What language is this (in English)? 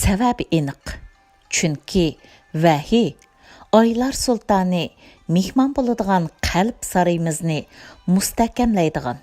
Uyghur